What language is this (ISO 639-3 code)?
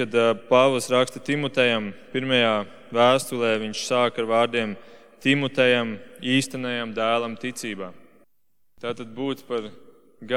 lav